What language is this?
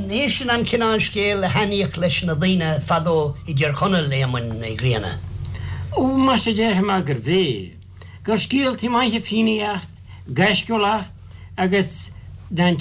Irish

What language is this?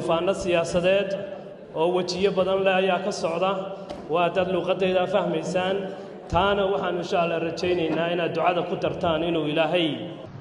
Somali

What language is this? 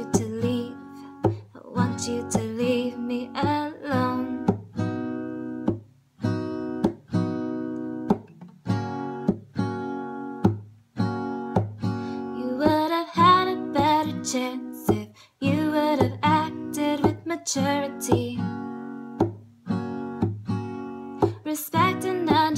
English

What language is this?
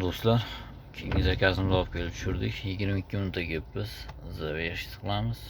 Uzbek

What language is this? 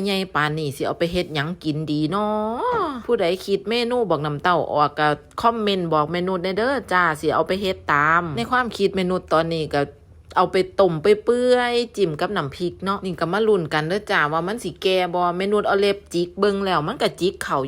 Northeastern Thai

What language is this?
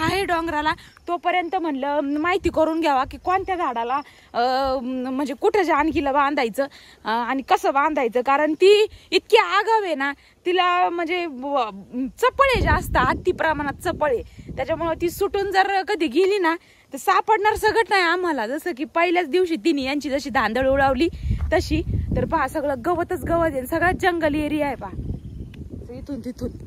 Marathi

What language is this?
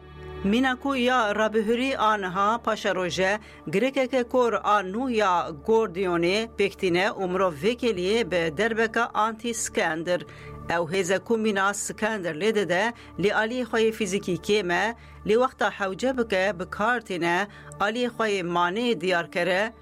Kurdish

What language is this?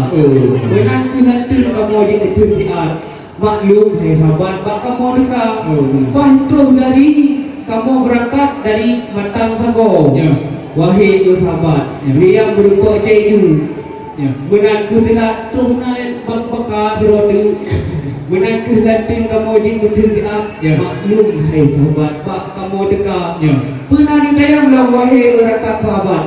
Achinese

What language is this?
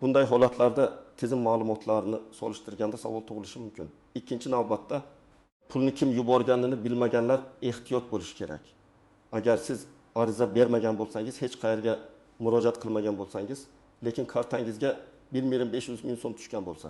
Uzbek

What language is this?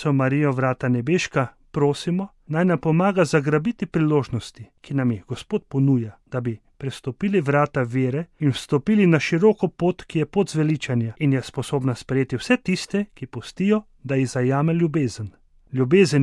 Slovenian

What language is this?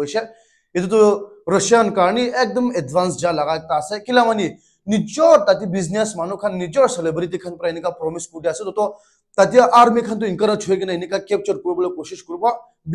Naga Pidgin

